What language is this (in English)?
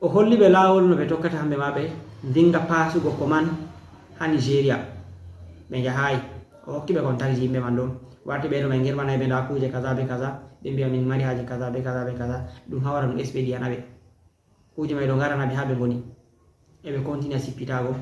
Fula